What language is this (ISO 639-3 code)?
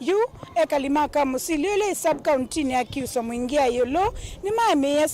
kam